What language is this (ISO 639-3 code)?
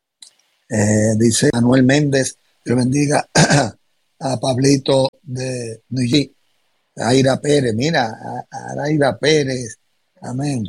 spa